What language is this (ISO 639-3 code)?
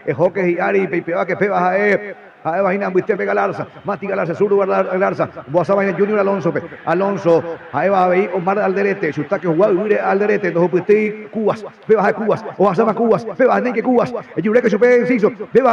grn